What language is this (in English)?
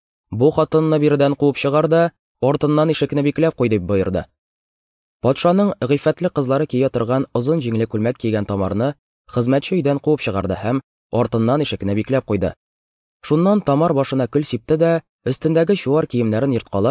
Tatar